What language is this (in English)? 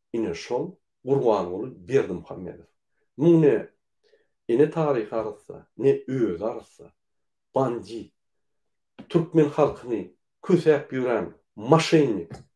Turkmen